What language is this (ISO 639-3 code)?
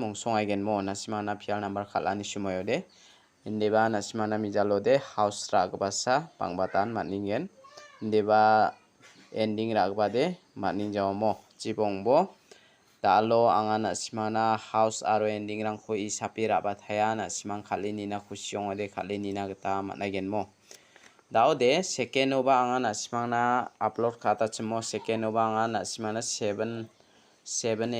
grt